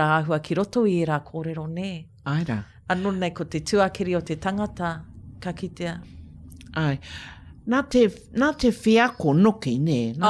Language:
Māori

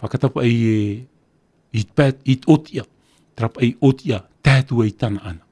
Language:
Tahitian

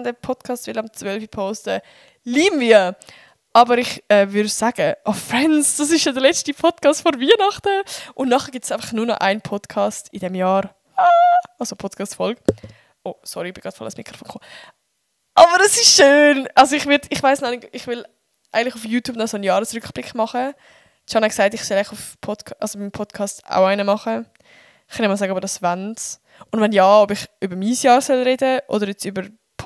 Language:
Swiss German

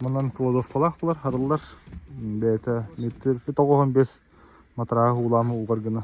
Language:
Yakut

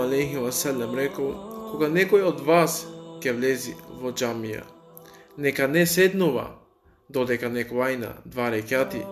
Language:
Macedonian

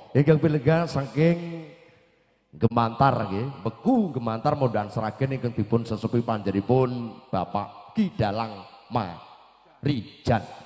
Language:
Javanese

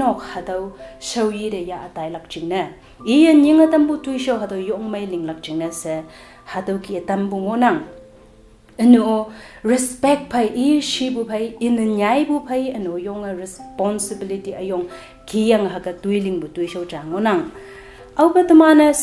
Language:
Konyak Naga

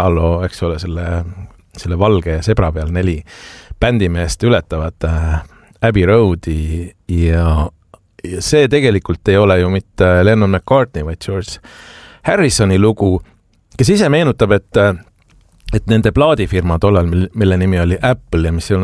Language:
Estonian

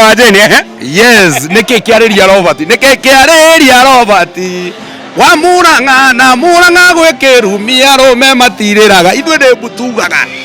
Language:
Kikuyu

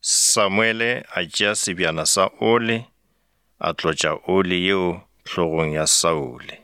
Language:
Northern Sotho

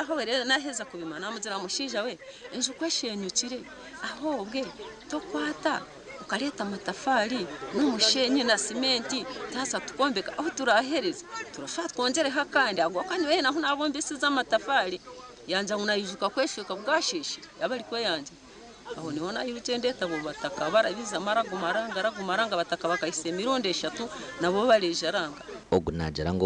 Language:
Nyankole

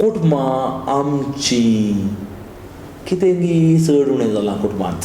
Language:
Konkani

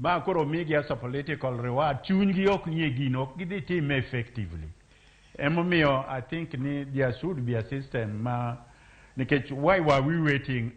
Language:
Luo (Kenya and Tanzania)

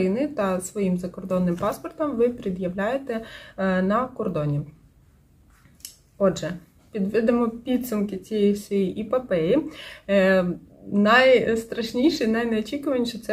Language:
Ukrainian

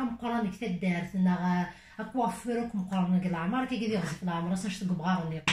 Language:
Kabyle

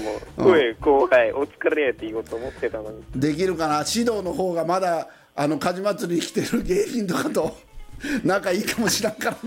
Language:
Japanese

